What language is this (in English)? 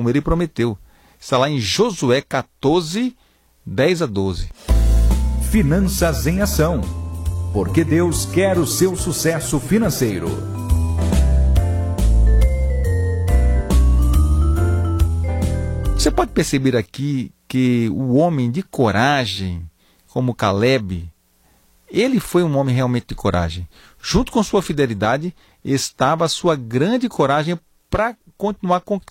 Portuguese